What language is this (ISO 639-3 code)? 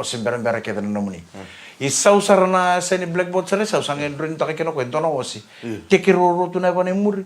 fij